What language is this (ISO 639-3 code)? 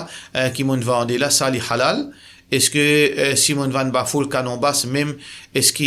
mfe